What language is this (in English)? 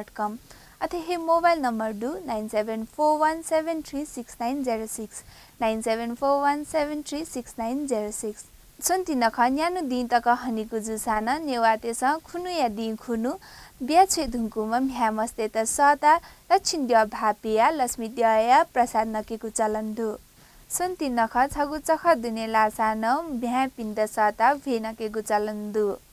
Newari